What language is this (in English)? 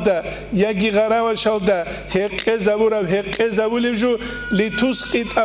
Avaric